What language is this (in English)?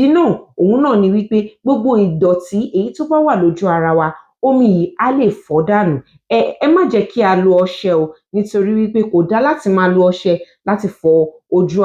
Yoruba